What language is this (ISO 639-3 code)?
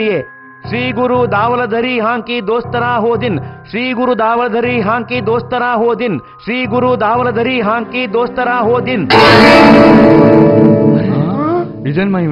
kan